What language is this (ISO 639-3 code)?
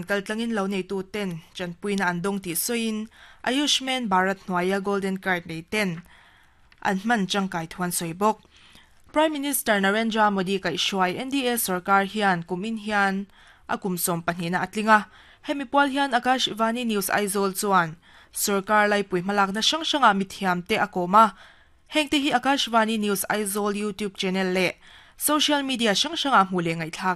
lus